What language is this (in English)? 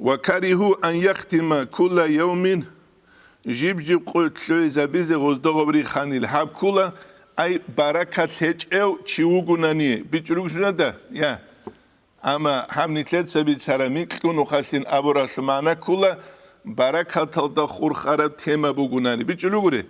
Avaric